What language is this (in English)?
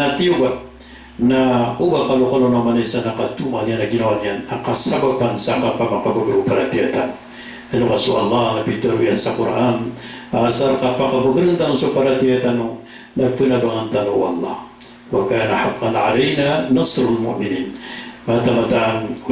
Maranao